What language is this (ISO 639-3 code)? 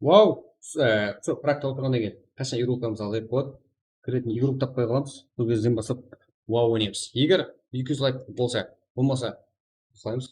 kaa